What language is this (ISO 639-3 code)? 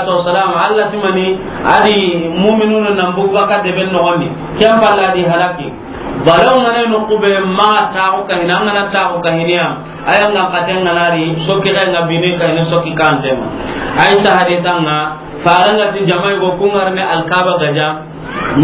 snk